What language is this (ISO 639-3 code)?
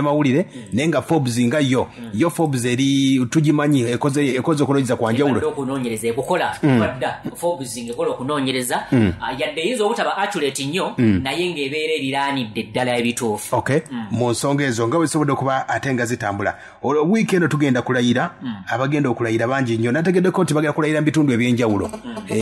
lug